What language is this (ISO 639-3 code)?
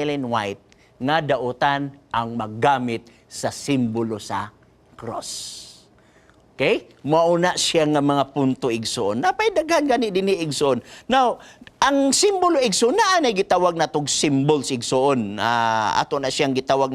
ceb